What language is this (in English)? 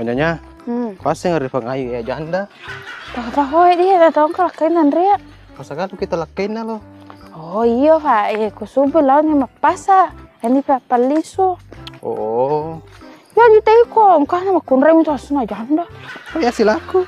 Buginese